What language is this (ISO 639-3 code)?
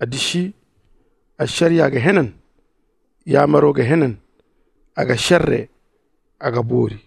dje